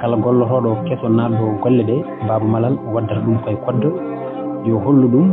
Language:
Fula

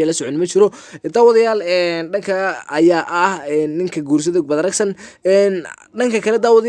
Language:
Somali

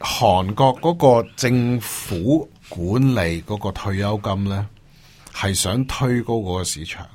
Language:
Cantonese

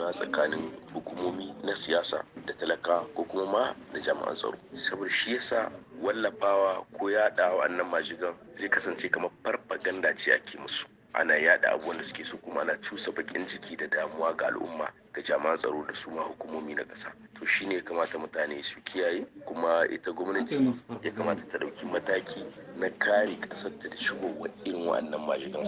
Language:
Hausa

